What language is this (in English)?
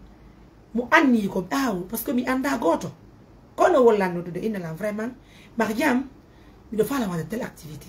Fula